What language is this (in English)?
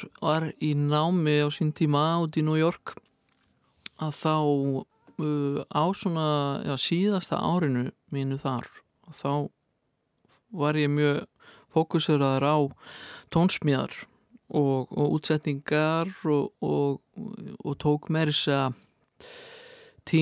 Icelandic